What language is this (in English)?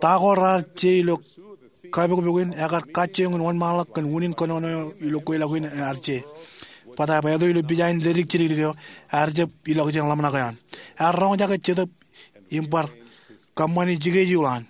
Marshallese